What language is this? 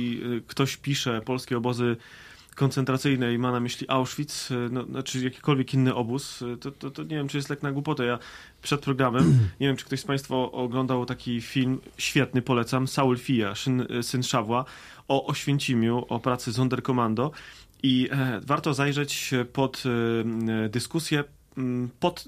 Polish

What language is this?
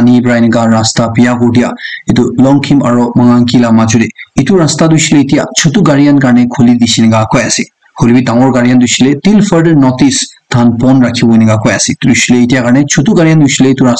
Naga Pidgin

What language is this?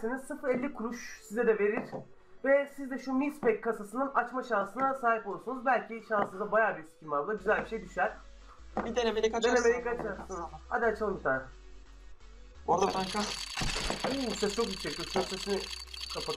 Turkish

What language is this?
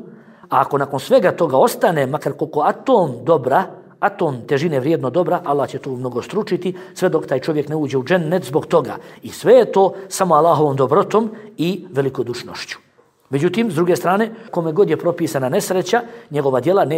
Bosnian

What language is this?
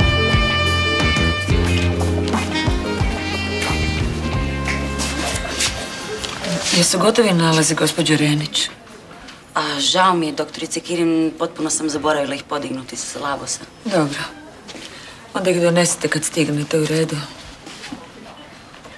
Croatian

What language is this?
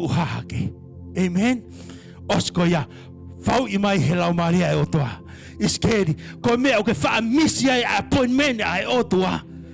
Tongan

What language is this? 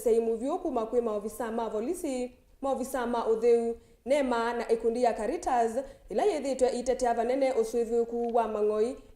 Kamba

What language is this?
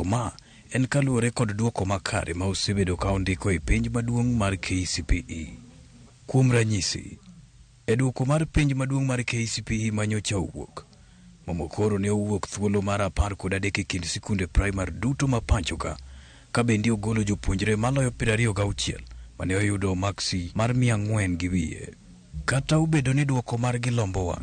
Luo (Kenya and Tanzania)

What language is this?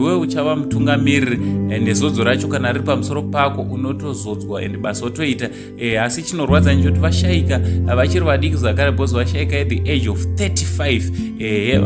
Shona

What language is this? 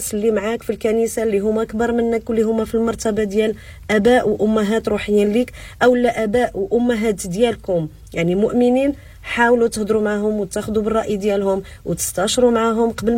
Moroccan Arabic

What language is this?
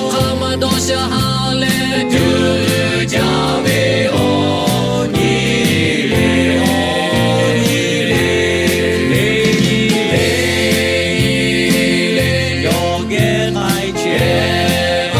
Lahu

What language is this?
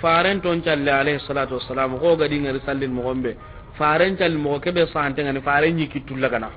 Soninke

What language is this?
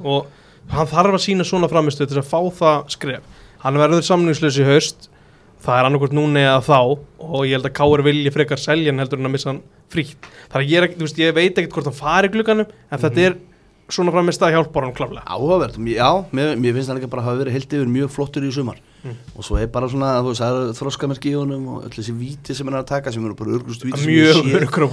Icelandic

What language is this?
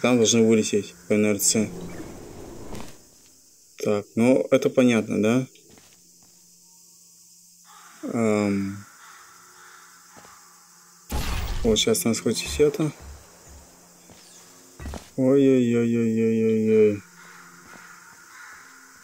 Russian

